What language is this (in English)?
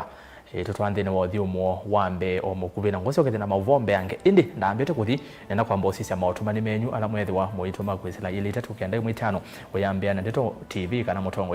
Kamba